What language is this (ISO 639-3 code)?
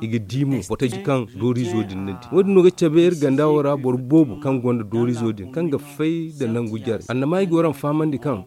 dje